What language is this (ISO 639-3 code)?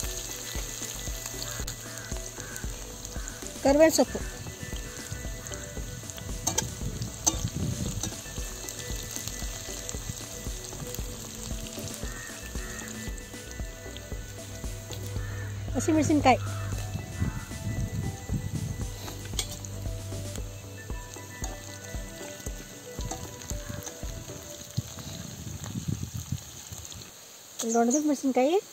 kan